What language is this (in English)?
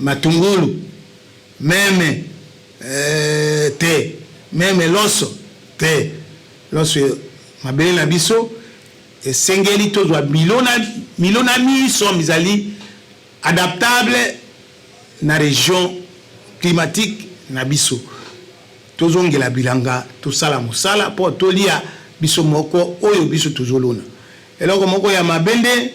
Lingala